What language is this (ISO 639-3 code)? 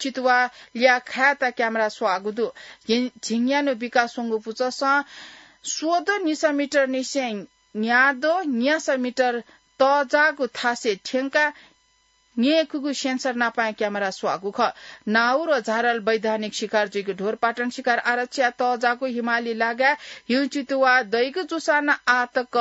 new